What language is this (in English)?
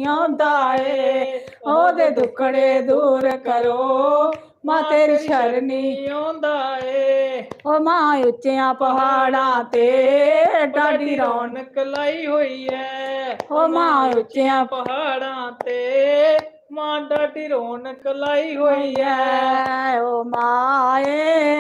Dogri